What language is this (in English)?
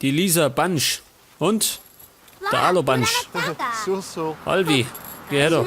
Bavarian